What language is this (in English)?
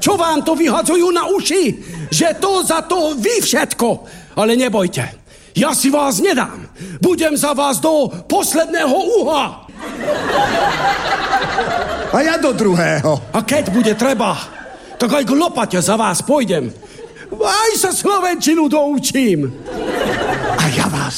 Slovak